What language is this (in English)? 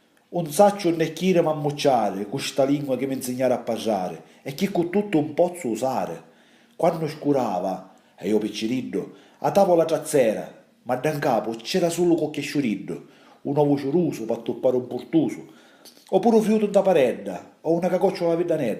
Sicilian